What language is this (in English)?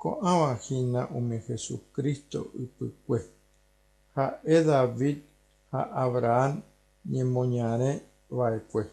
Guarani